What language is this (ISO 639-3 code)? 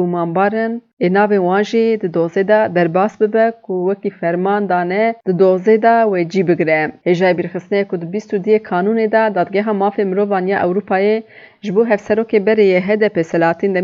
kur